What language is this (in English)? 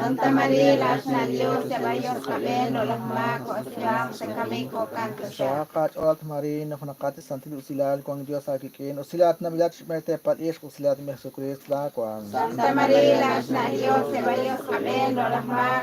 Kekchí